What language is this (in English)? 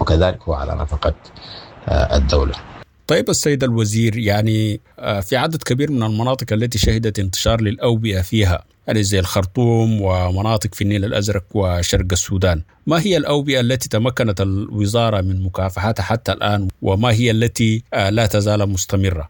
Sudanese Arabic